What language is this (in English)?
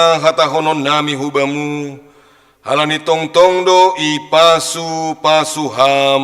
Batak Simalungun